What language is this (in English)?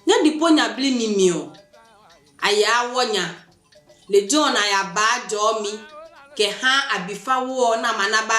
Adangme